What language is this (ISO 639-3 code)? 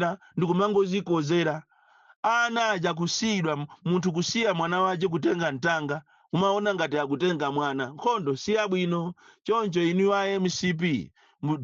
nya